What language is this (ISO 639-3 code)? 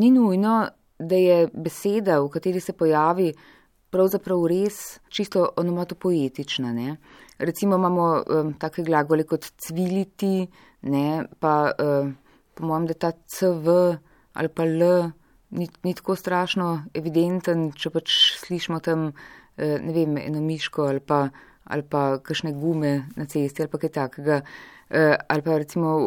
slv